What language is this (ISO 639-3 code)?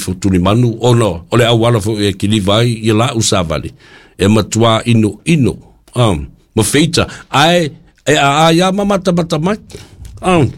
smo